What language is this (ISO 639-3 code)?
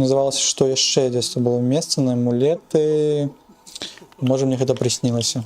bel